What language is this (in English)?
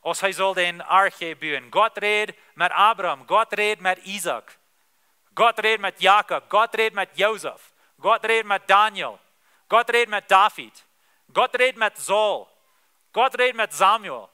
Plautdietsch